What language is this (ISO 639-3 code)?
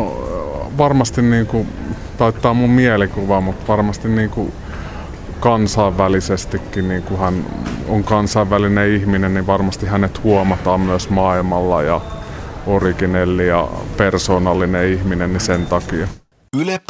fin